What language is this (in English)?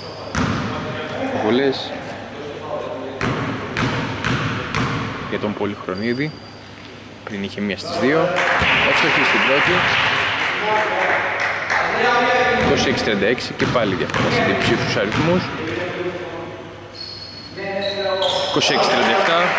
Greek